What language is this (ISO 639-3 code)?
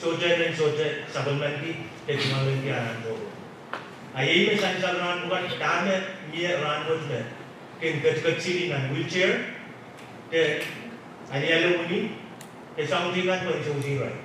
pon